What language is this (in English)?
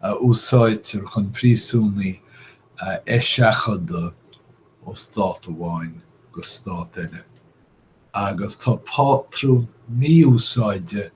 Irish